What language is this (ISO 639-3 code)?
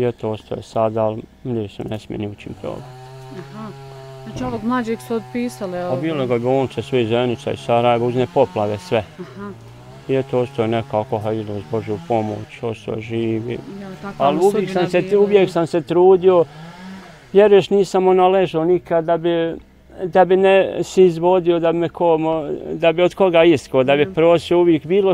bos